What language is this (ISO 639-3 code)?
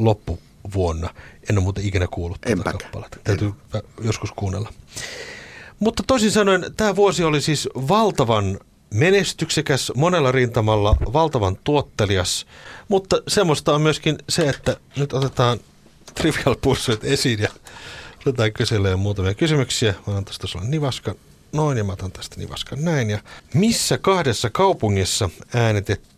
fin